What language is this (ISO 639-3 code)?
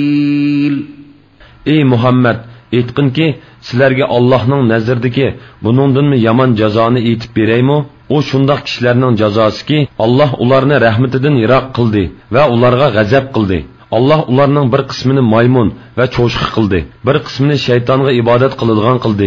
uig